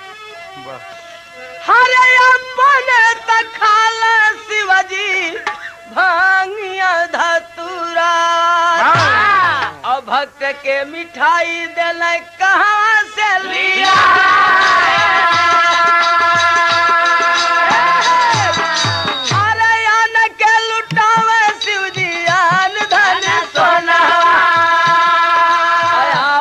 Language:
Bhojpuri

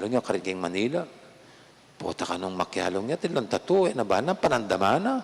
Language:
Pampanga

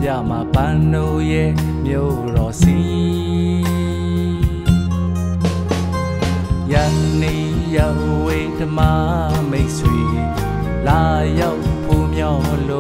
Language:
Burmese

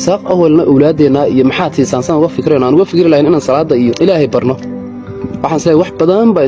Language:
Somali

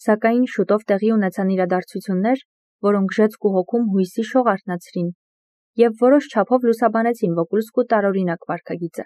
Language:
Armenian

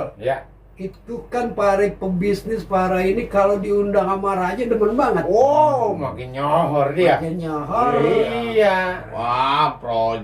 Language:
Betawi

